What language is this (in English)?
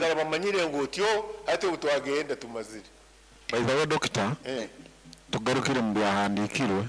Nyoro